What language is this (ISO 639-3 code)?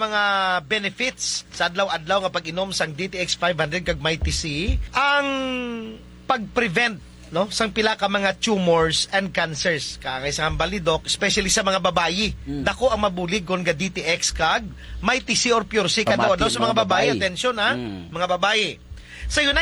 hil